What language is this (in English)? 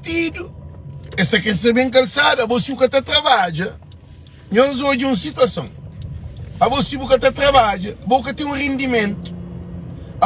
Kabuverdianu